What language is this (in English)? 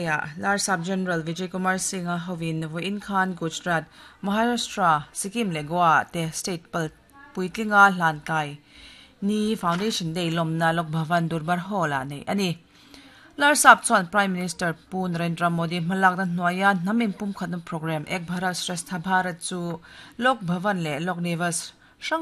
Mizo